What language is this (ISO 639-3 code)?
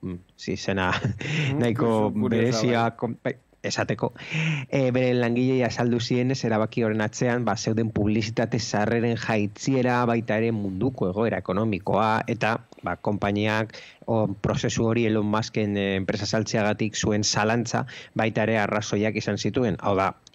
eus